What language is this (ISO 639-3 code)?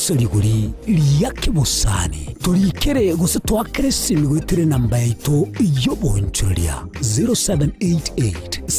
guz